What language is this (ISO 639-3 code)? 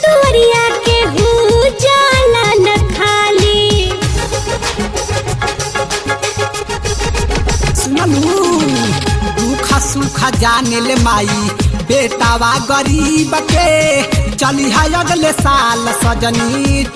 bho